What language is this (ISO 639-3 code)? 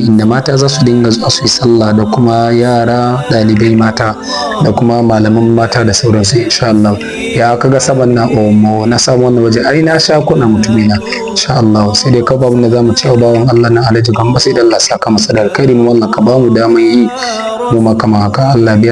hau